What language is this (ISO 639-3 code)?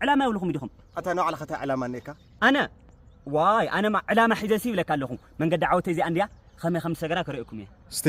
tir